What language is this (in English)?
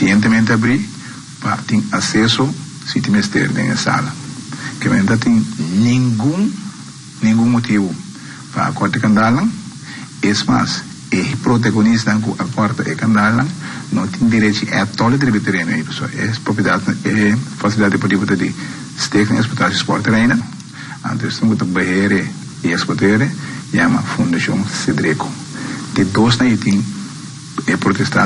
Papiamento